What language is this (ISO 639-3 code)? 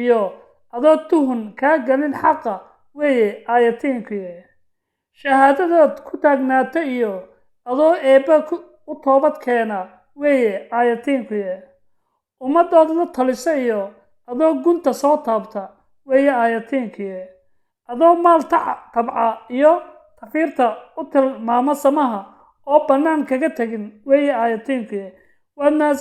som